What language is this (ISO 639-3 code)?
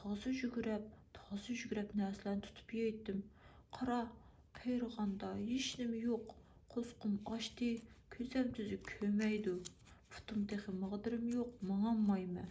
uig